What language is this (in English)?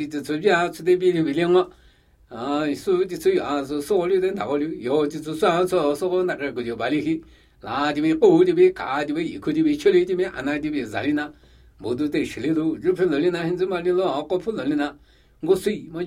Latvian